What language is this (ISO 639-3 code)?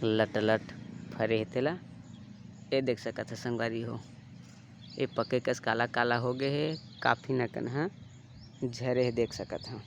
hne